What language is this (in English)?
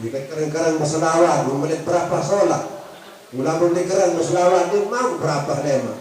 Sasak